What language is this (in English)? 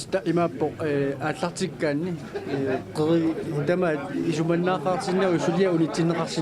Kalaallisut